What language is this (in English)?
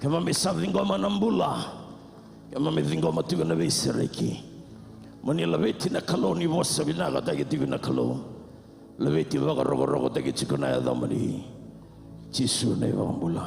Fijian